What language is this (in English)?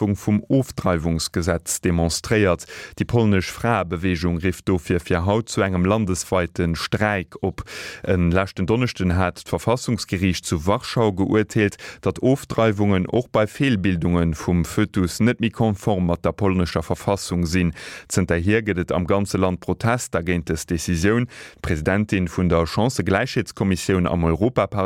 Luxembourgish